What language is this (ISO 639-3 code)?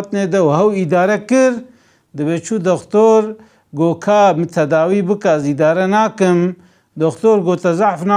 kur